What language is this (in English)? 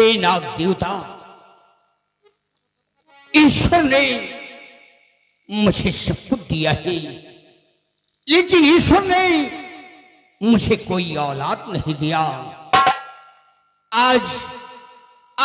Hindi